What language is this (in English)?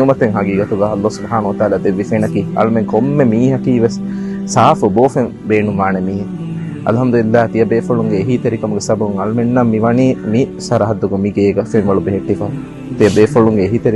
Divehi